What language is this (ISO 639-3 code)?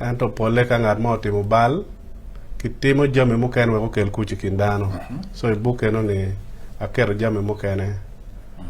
ach